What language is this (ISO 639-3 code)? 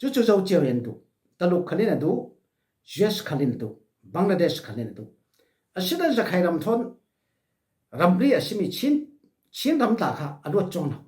cfm